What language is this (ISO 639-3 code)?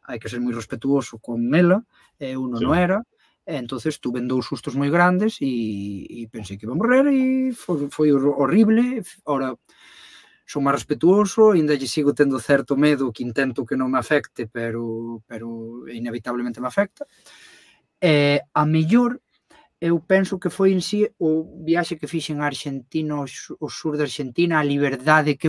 glg